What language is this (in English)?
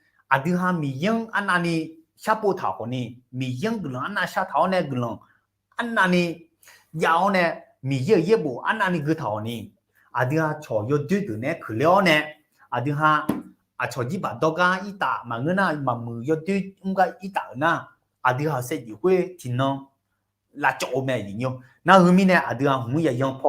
Akha